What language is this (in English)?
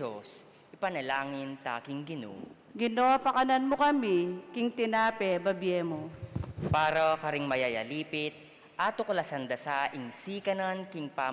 Pampanga